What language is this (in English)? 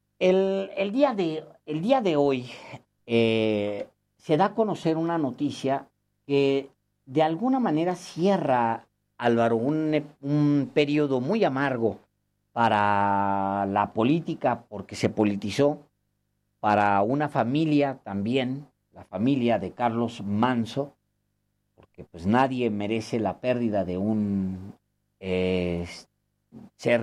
Spanish